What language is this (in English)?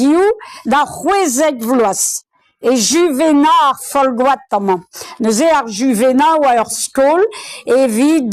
Breton